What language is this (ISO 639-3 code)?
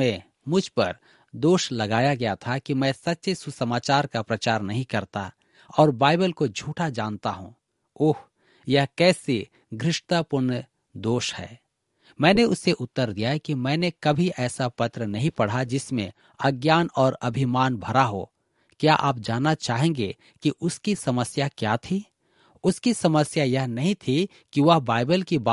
hin